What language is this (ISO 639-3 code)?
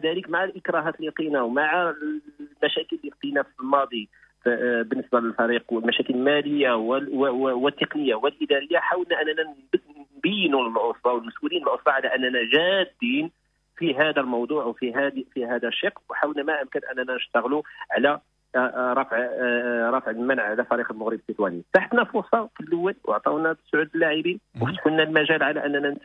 ary